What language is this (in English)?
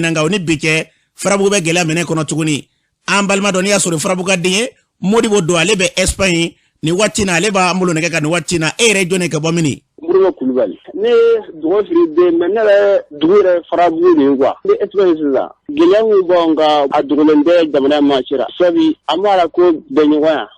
Bambara